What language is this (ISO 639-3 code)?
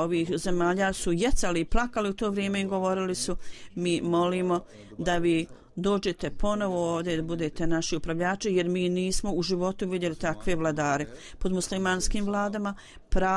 bos